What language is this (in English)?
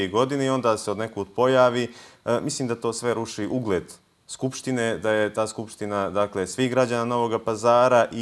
Bosnian